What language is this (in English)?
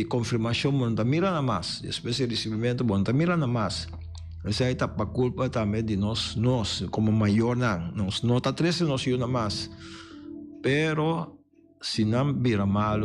Papiamento